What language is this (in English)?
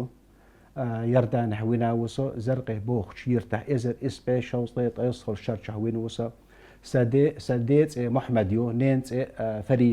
Chechen